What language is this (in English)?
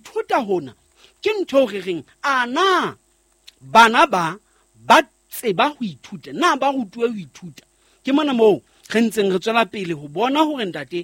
Southern Sotho